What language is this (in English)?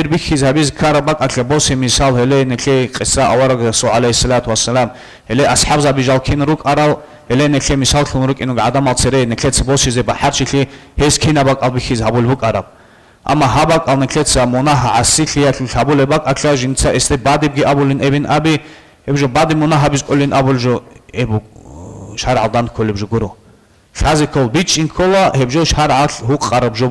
Avaric